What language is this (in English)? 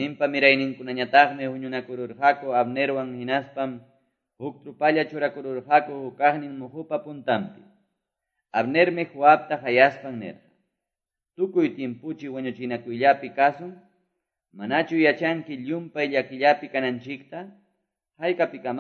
Quechua